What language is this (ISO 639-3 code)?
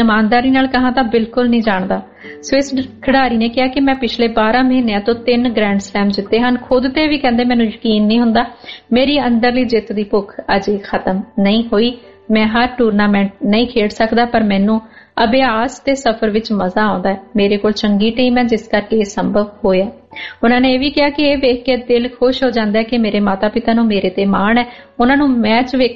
pan